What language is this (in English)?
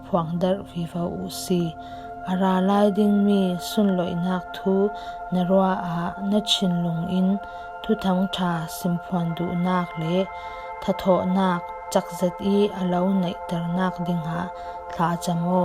Falam Chin